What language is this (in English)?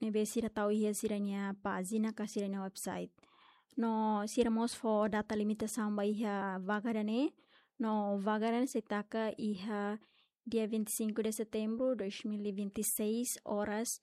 Tetum